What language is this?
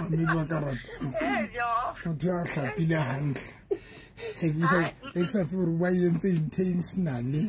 Southern Sotho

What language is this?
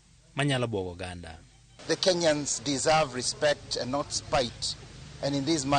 Luo (Kenya and Tanzania)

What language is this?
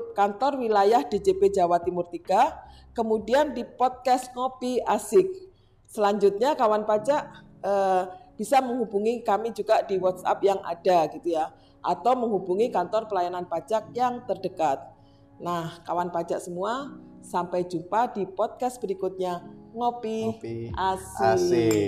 Indonesian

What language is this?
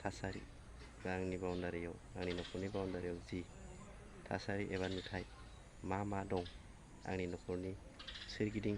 Bodo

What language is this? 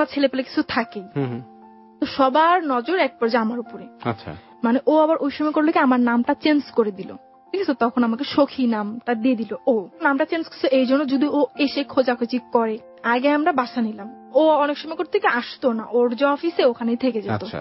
Bangla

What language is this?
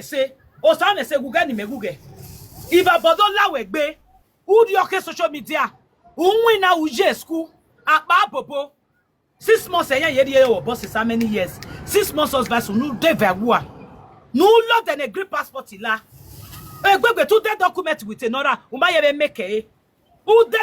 Nigerian Pidgin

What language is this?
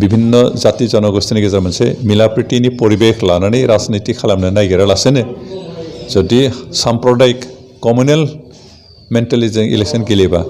Bodo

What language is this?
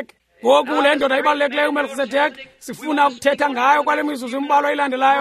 Xhosa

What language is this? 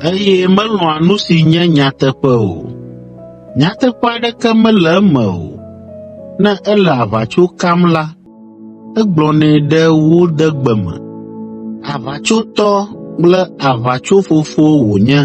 Ewe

